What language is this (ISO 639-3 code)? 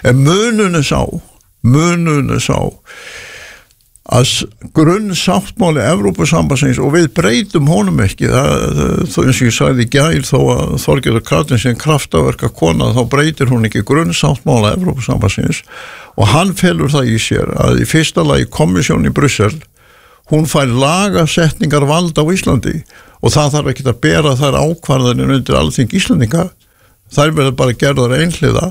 isl